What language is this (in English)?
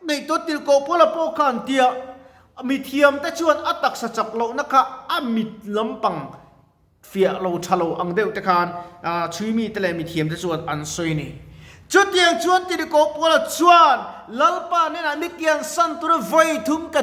Mizo